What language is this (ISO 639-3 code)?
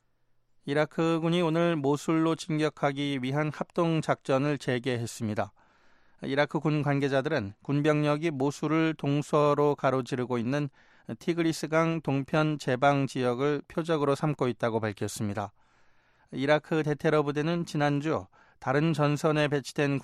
kor